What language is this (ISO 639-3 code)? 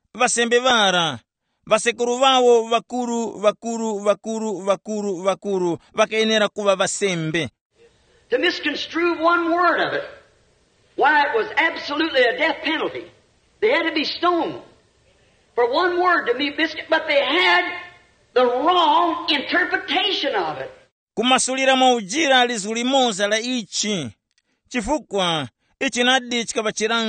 tum